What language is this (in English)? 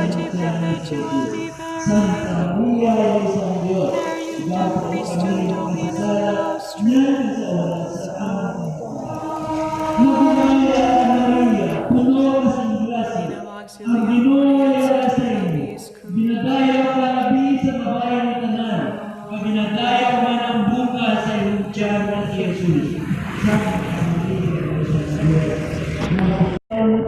Hiligaynon